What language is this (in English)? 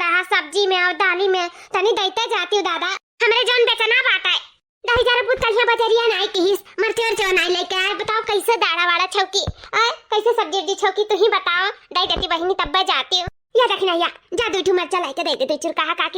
Awadhi